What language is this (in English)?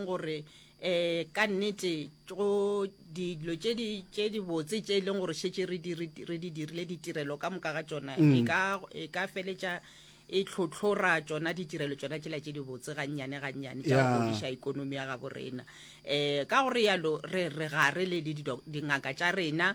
Northern Sotho